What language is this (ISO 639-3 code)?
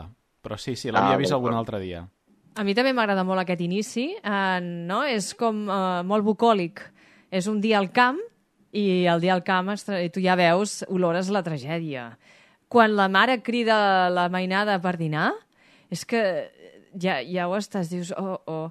cat